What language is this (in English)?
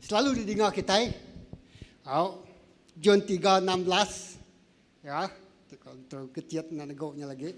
Iban